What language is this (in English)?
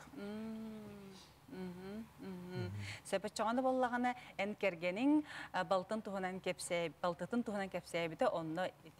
Yakut